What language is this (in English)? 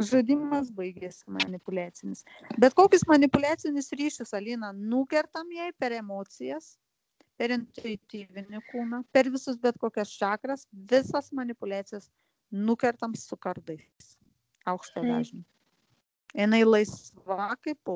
Lithuanian